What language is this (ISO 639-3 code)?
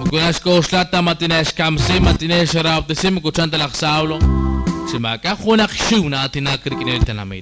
kek